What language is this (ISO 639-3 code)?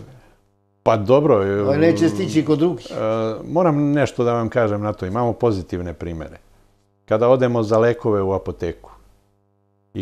srp